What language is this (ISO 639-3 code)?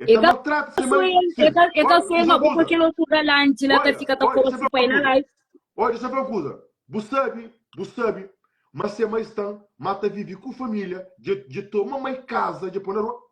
kea